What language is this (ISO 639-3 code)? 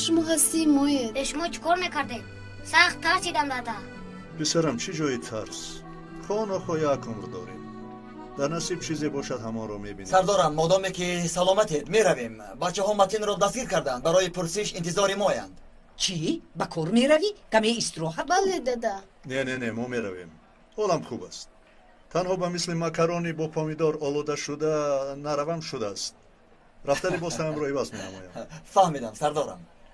tgk